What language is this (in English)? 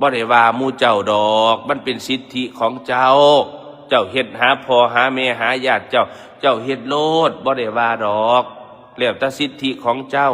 Northeastern Thai